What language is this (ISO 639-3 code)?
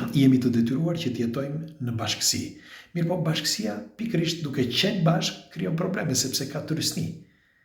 sqi